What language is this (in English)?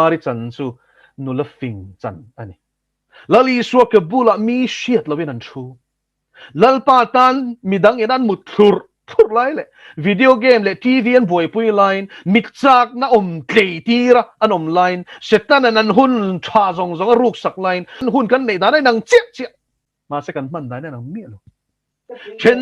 Mizo